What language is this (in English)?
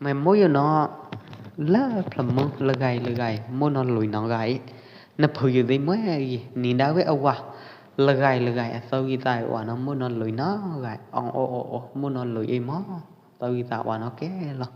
Pwo Eastern Karen